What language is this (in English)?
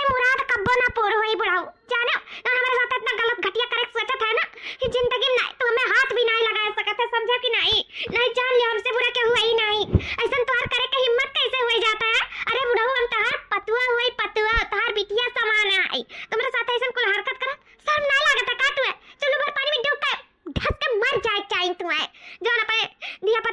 Awadhi